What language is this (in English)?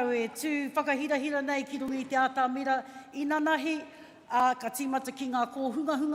Māori